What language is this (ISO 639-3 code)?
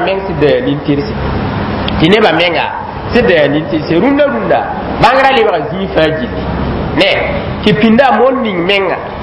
mos